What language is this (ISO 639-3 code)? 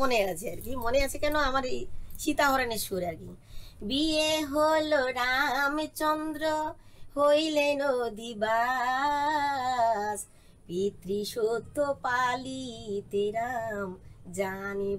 ben